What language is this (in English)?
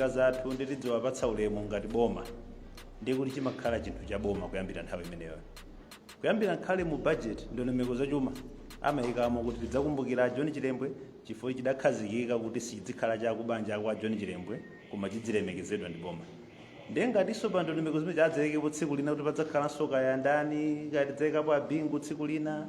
Nyanja